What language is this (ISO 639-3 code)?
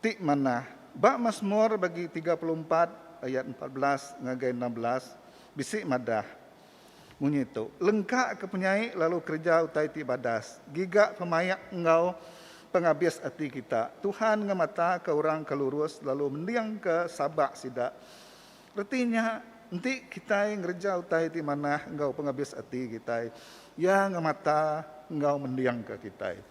iba